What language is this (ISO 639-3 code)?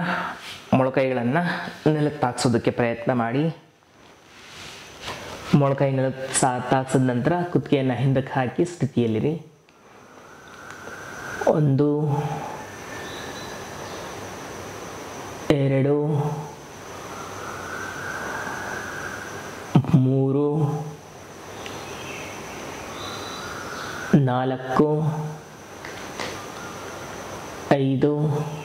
kan